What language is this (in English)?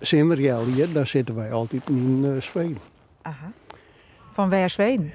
Western Frisian